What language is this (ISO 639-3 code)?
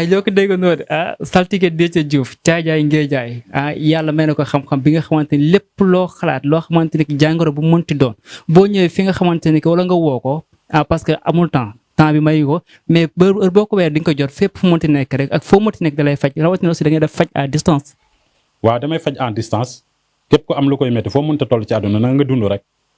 wol